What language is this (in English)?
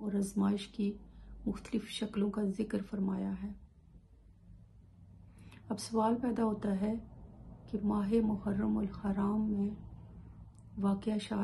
Urdu